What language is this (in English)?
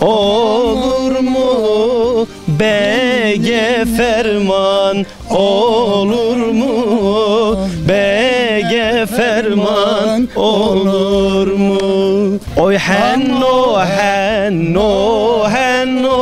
Zaza